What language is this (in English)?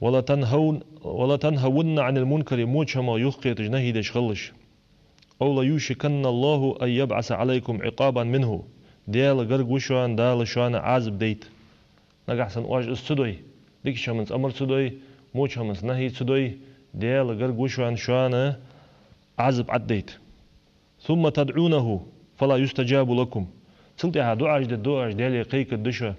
Ingush